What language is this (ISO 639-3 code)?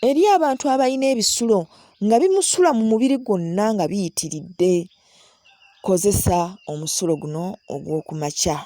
lug